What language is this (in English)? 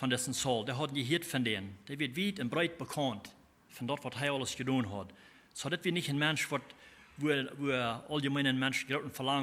Plautdietsch